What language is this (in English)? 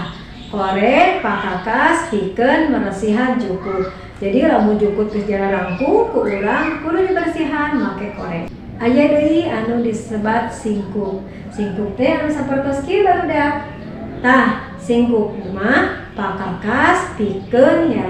Sundanese